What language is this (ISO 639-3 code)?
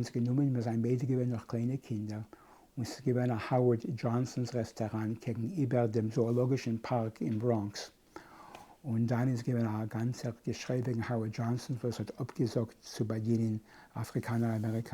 yid